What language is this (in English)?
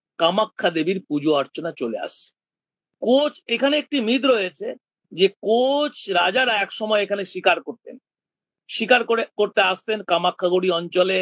Bangla